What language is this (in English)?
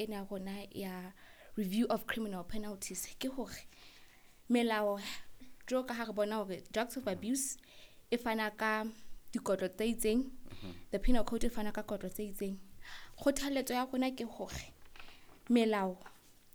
Southern Sotho